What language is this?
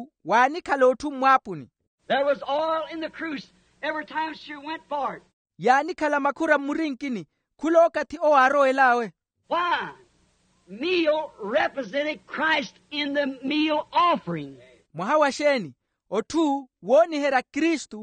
Makhuwa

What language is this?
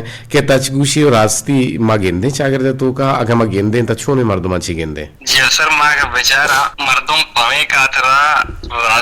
Eastern Balochi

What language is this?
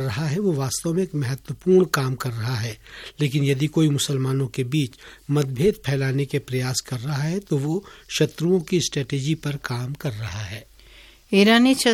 Hindi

